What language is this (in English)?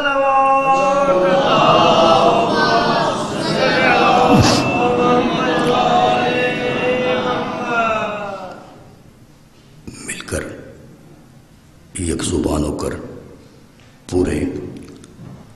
Urdu